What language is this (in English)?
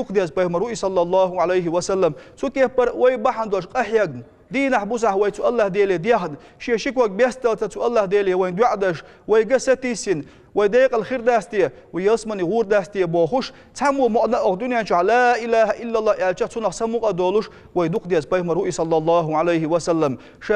Chechen